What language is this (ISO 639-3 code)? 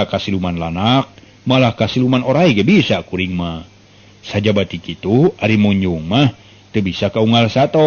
sun